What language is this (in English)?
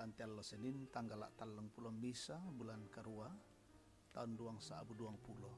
Toraja-Sa'dan